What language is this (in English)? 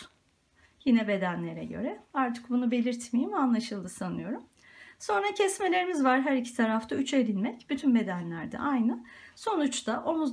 Turkish